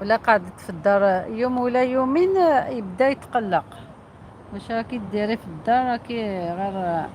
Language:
Algerian Arabic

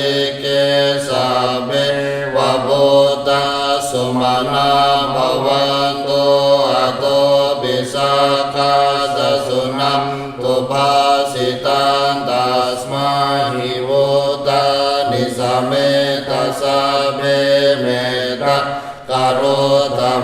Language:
Pali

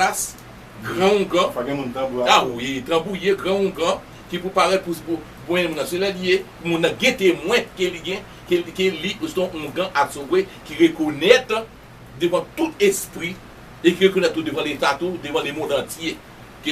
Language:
Haitian Creole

